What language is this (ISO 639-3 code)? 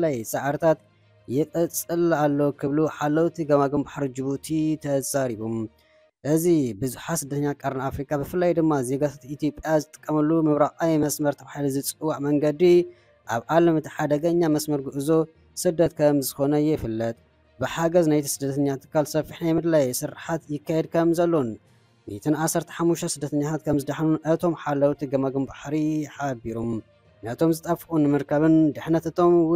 tir